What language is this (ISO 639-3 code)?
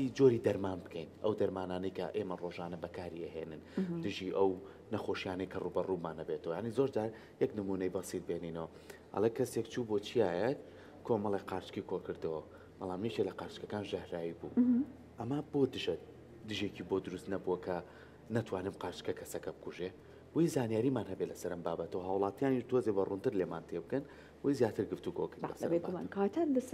ckb